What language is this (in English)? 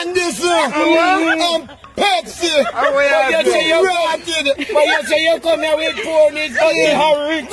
Jamaican Creole English